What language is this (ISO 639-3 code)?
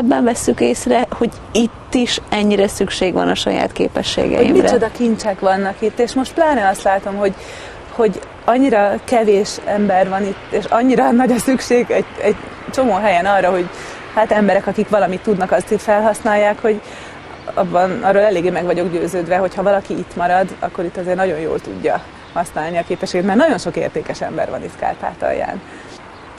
hun